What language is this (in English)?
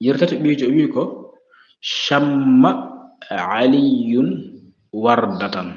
Fula